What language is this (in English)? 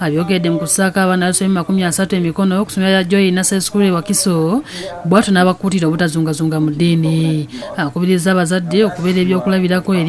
Ganda